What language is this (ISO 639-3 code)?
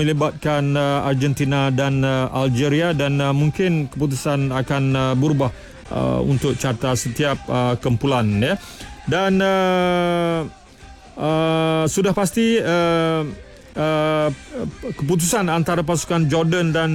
msa